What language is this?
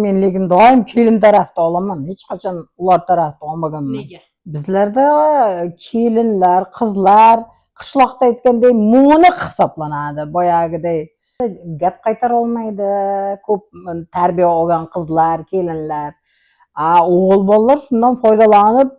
Uzbek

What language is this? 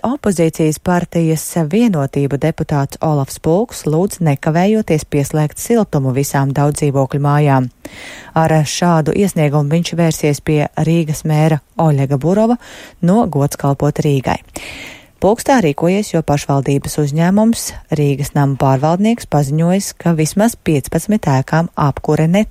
Latvian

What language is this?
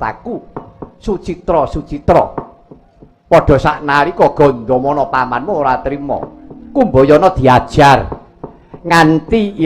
Javanese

